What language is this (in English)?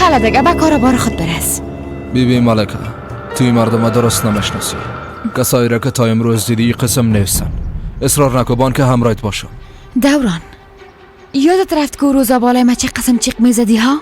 Persian